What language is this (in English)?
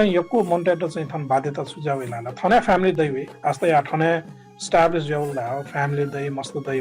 Newari